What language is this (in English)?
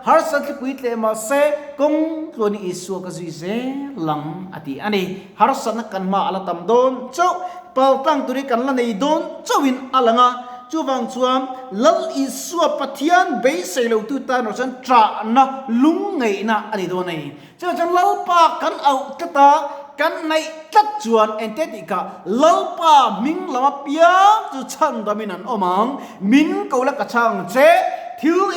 Mizo